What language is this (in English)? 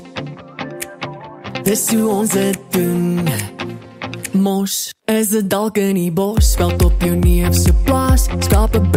Afrikaans